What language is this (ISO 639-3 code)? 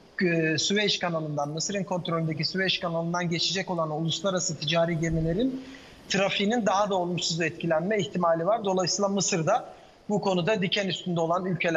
tur